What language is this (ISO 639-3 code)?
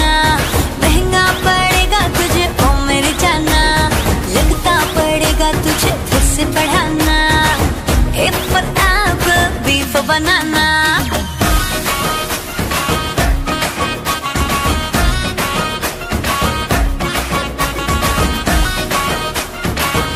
hin